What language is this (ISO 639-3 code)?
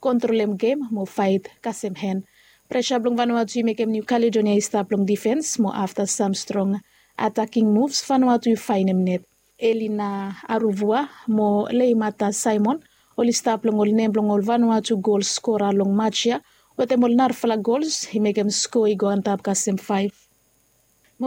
bis